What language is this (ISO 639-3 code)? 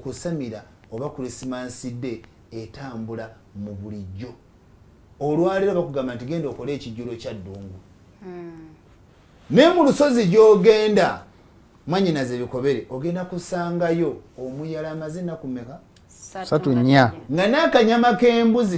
lug